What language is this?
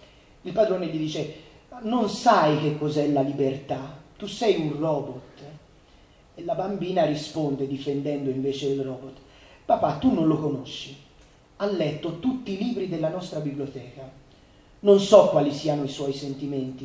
Italian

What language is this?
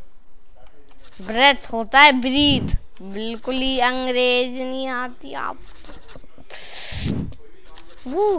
Hindi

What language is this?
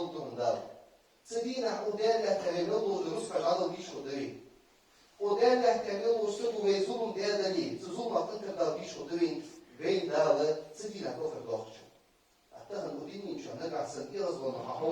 Ingush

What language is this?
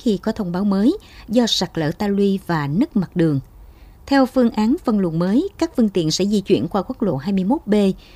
Vietnamese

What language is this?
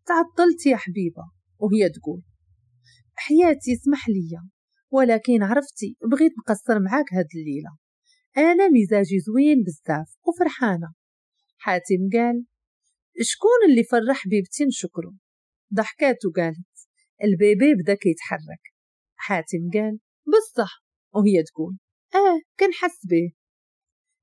Moroccan Arabic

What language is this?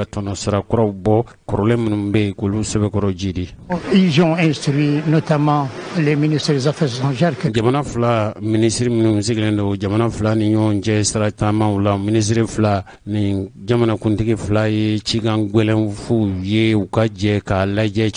Bambara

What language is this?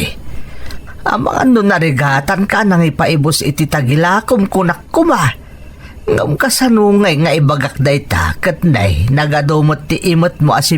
Iloko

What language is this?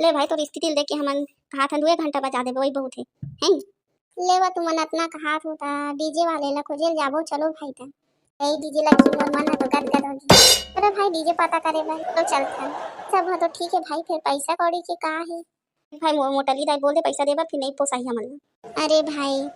Chhattisgarhi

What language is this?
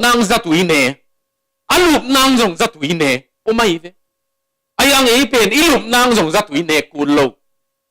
Tedim Chin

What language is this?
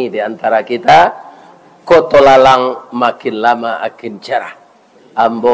Minangkabau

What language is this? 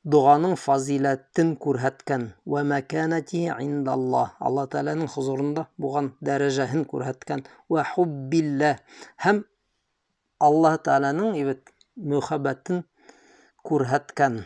Bashkir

